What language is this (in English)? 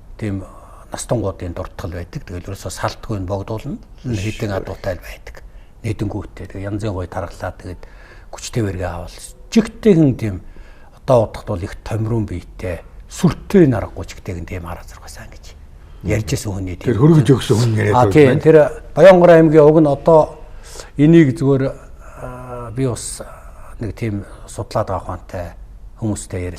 Mongolian